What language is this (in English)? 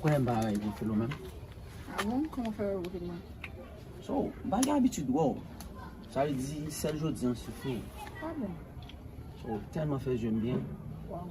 Haitian Creole